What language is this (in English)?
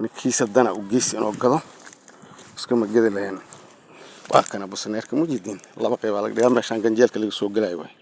Somali